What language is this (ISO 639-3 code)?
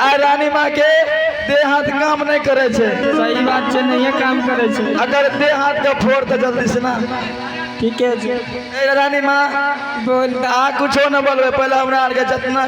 mai